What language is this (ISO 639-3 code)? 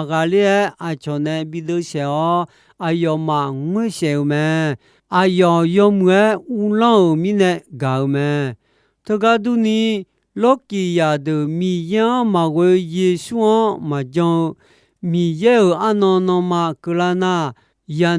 ahk